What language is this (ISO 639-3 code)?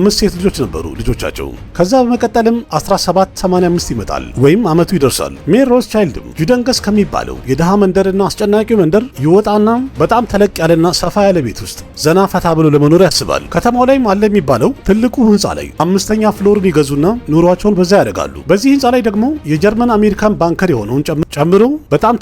amh